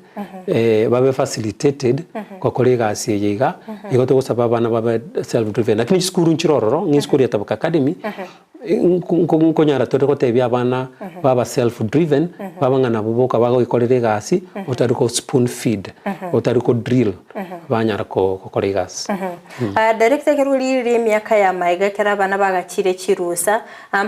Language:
Gusii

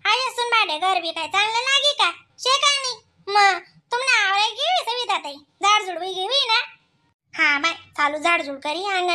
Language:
Khandesi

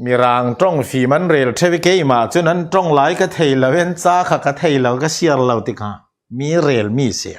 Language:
Falam Chin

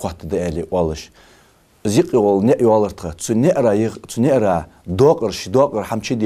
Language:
Ingush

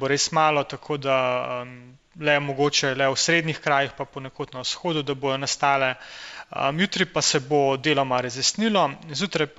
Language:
Slovenian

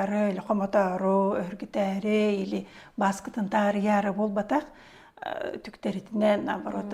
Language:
Yakut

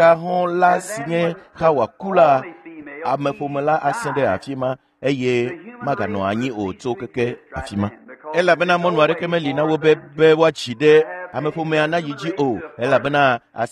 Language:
Ewe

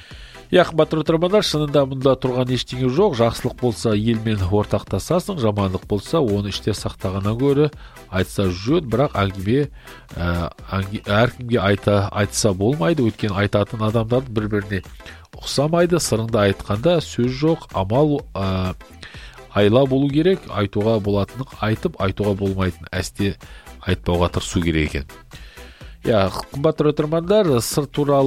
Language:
Kazakh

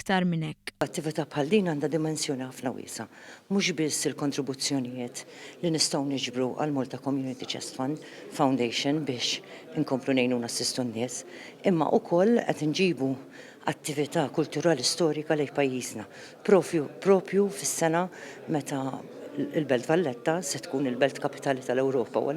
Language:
Maltese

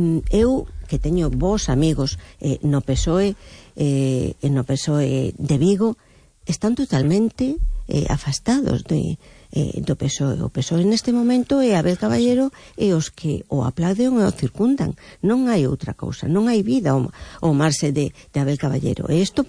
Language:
Galician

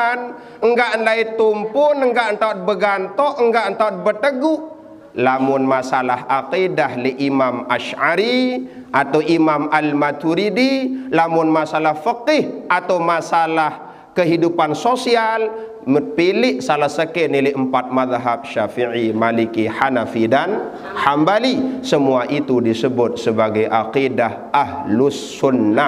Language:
Sasak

